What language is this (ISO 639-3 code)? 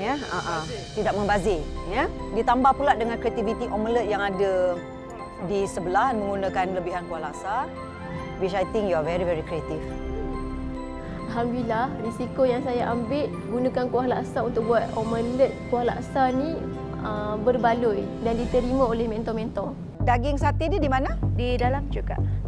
msa